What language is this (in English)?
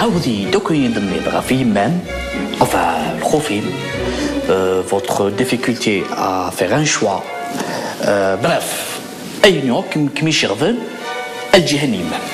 Kabyle